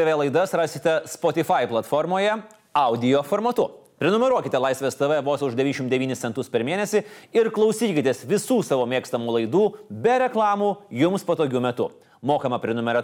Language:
Lithuanian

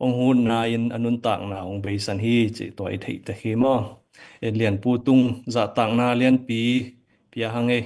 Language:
Tedim Chin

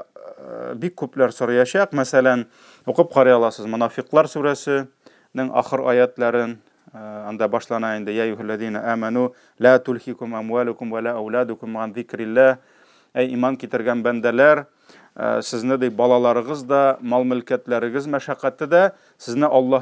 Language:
Tatar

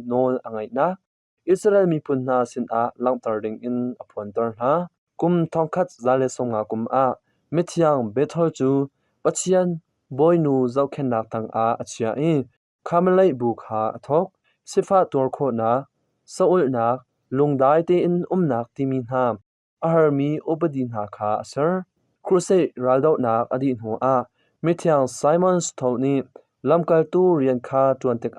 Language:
Hakha Chin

